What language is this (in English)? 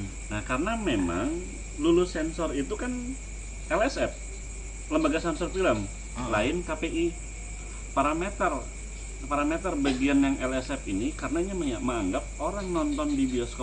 Banjar